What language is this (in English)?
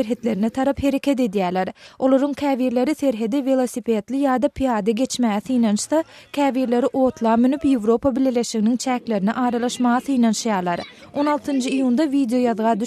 Turkmen